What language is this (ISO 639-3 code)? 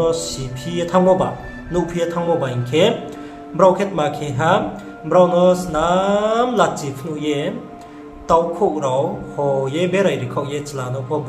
ria